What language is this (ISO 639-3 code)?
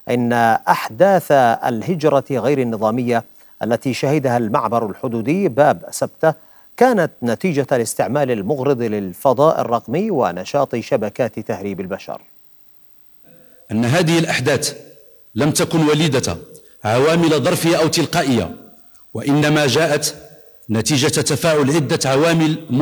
ara